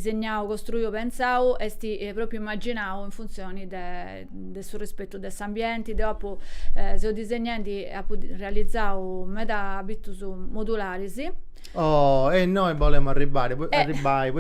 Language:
Sardinian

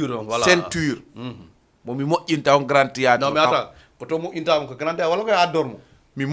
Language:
Fula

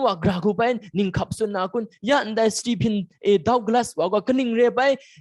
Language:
Kachin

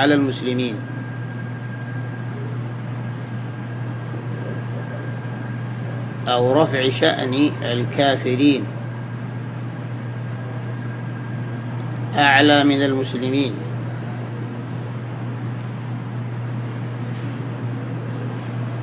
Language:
Arabic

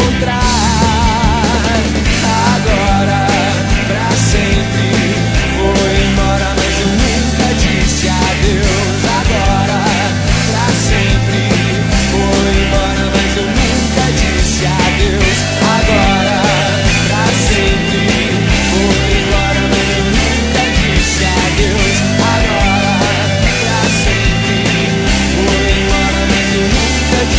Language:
Portuguese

